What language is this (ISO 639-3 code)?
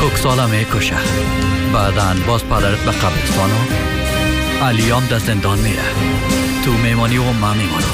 fas